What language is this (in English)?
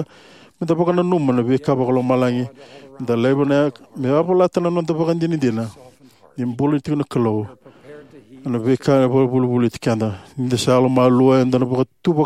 Fijian